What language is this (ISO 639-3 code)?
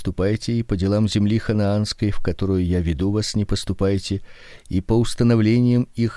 rus